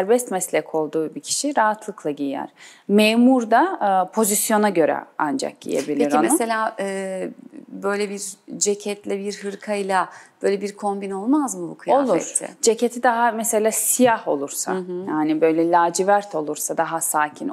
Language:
Turkish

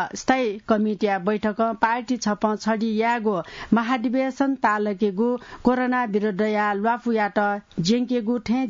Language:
Newari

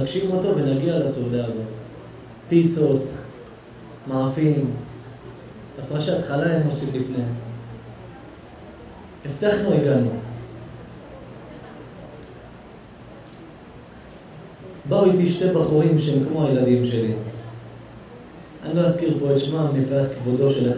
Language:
Hebrew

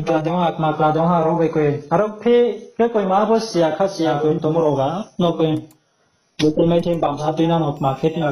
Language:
Riang (India)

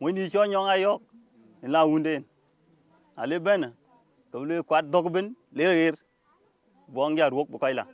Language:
Dinka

